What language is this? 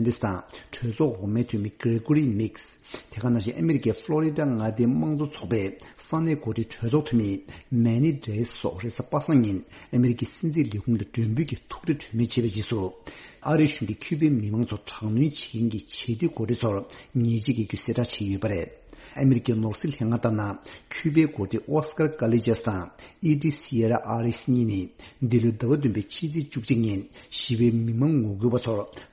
Tibetan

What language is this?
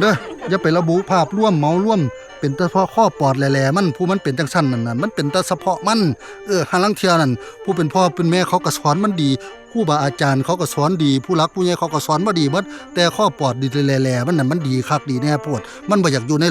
Northeastern Thai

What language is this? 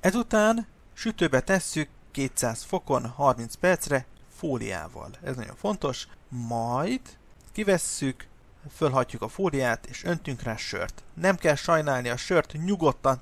Hungarian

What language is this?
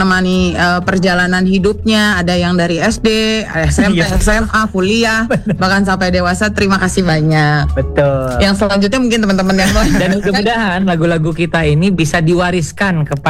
Indonesian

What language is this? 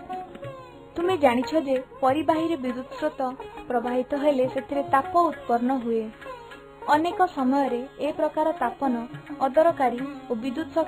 Odia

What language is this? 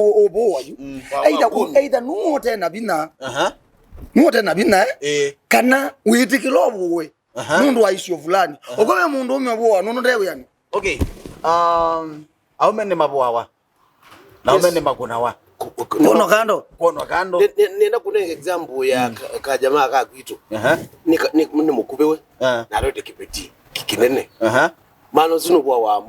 Kamba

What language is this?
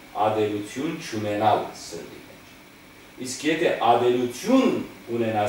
Western Armenian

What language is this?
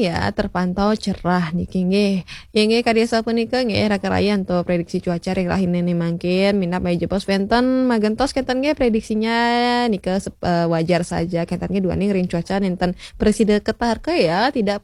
Balinese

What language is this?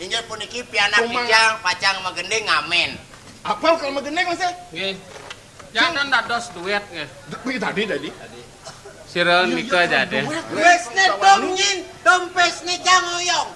Balinese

